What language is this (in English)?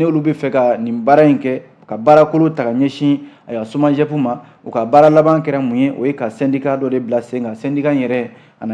Bambara